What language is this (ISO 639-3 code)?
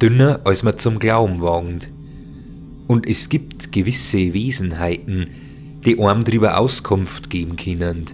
bar